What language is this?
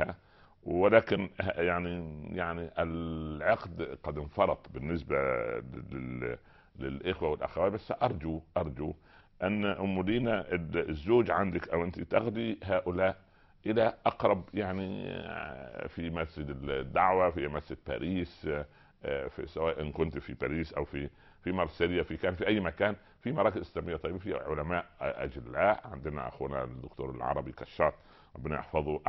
Arabic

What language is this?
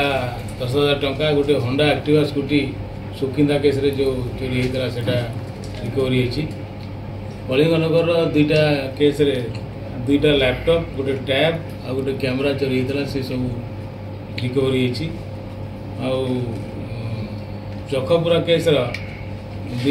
Odia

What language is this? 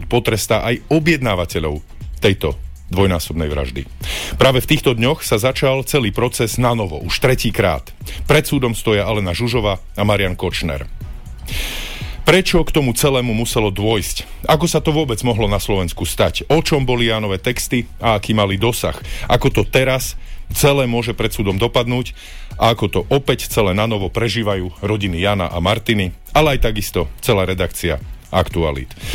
Slovak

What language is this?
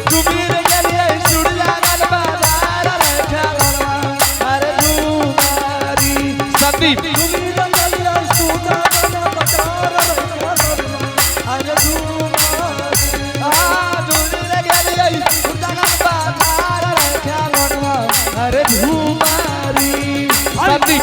Angika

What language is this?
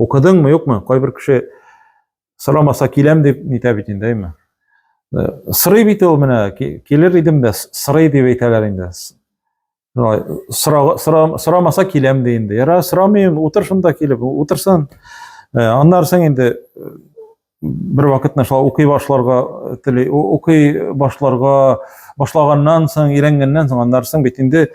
Tatar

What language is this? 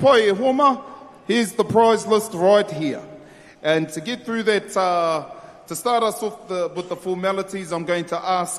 Māori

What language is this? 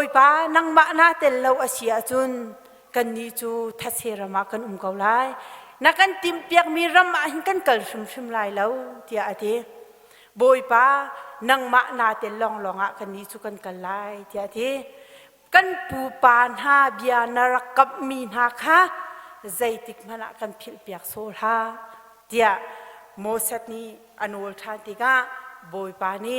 Hakha Chin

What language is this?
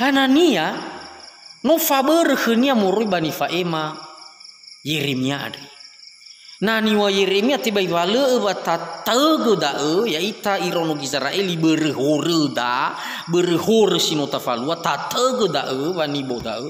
Nias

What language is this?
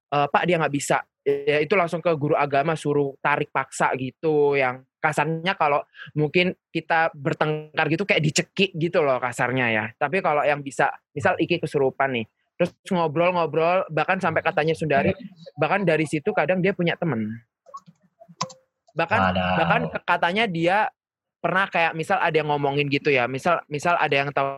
Indonesian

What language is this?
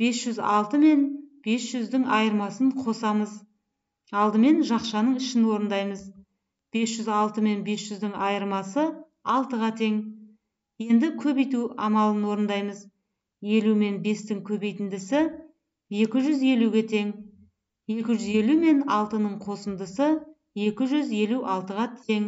Kazakh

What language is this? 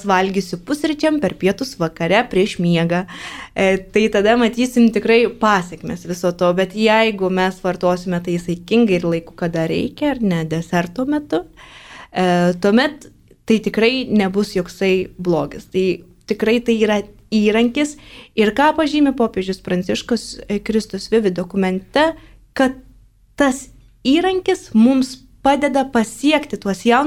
Lithuanian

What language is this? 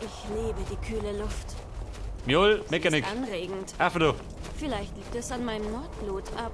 Bavarian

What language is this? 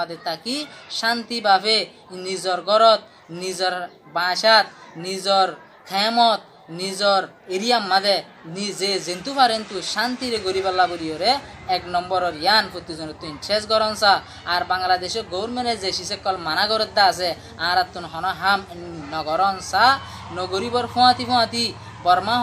Rohingya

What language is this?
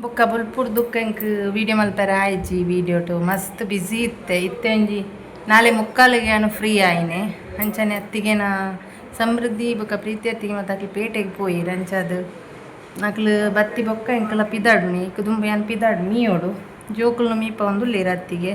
Tulu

